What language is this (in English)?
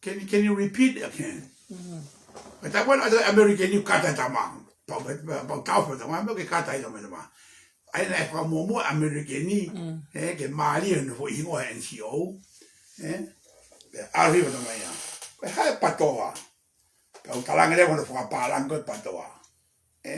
Tongan